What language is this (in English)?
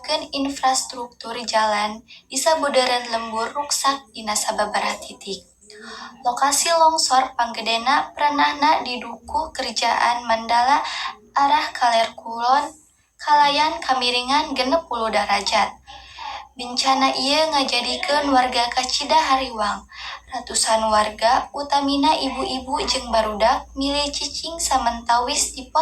Sundanese